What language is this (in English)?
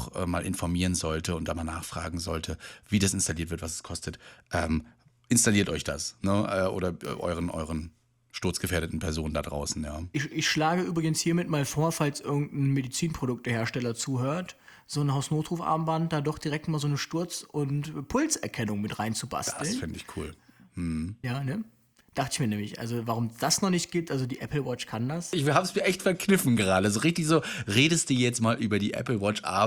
German